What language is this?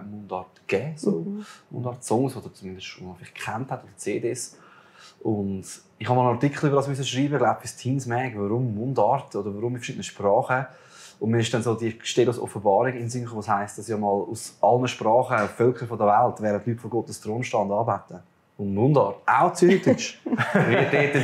Swiss German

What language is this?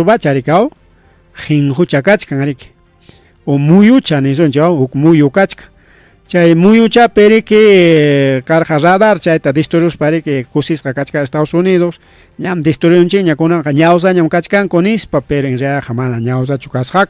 Ayacucho Quechua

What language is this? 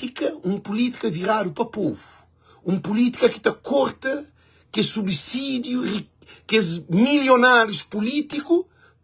Kabuverdianu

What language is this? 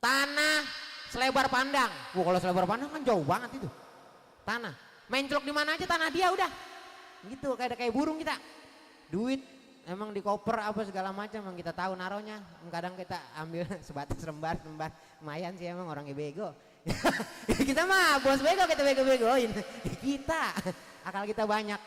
Betawi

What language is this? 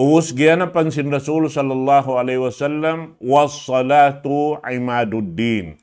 Tausug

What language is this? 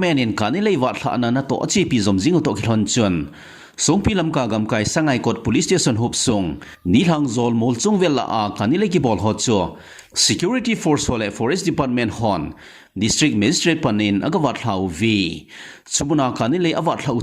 Thado Chin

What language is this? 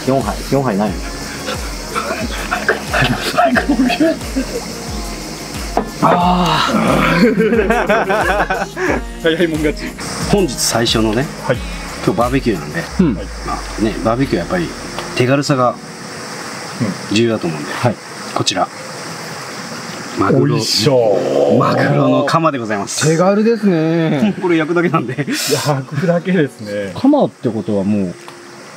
Japanese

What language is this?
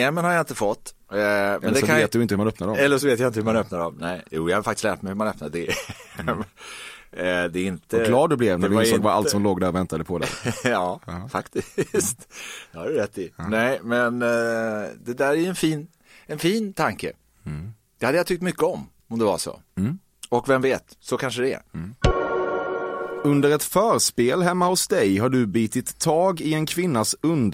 Swedish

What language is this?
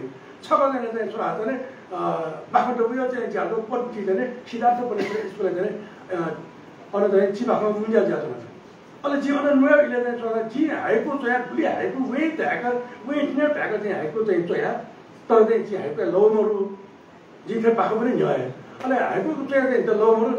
Newari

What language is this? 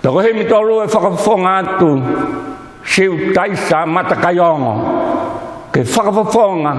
Tongan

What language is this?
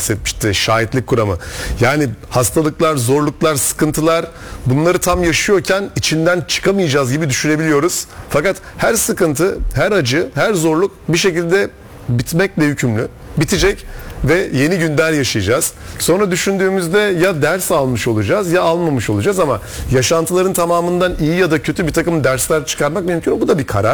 Turkish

